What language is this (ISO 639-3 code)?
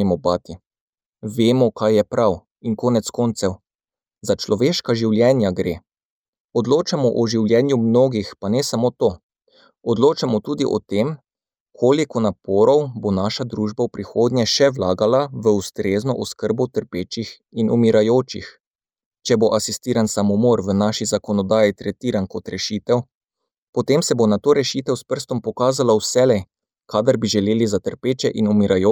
slv